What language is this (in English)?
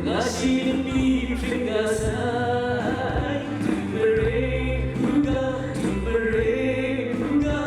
Kachin